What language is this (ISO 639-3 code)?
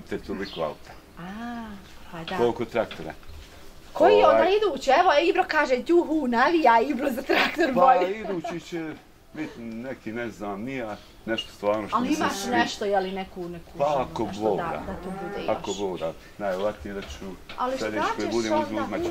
bos